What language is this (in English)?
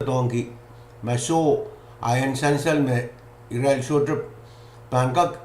Pohnpeian